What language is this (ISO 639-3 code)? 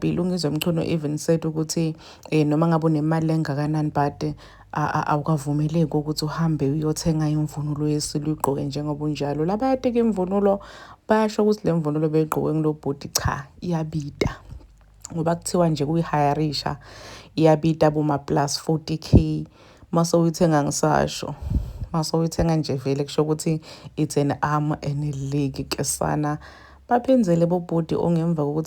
zul